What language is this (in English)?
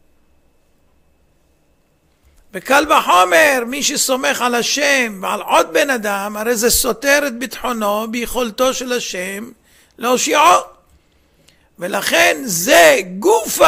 Hebrew